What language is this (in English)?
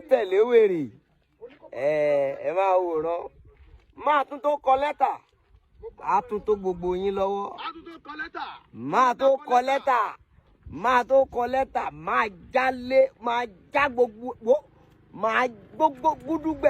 Yoruba